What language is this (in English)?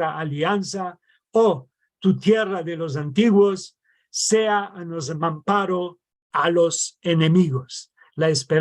Ladino